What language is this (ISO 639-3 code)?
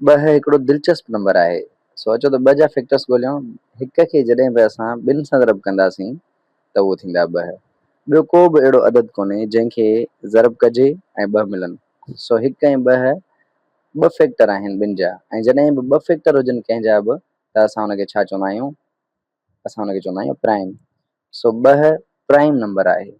snd